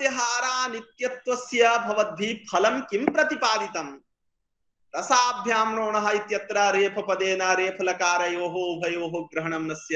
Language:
Sanskrit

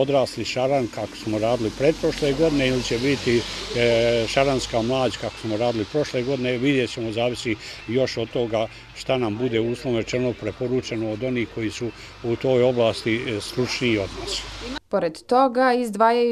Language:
Bosnian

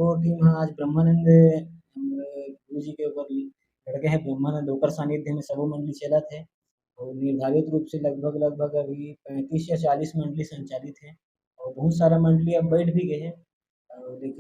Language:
Chhattisgarhi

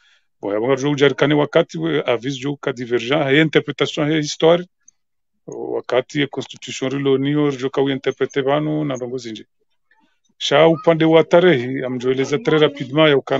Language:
Swahili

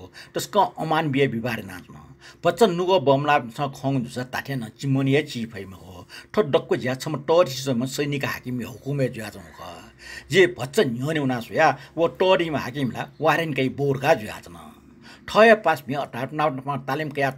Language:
Newari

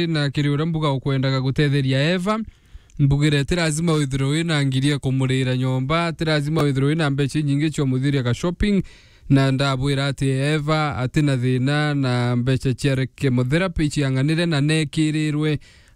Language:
Meru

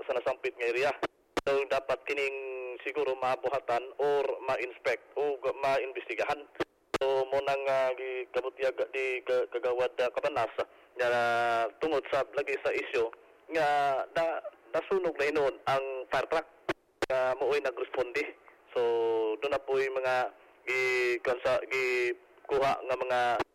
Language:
Cebuano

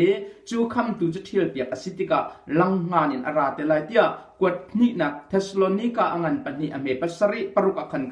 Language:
Hakha Chin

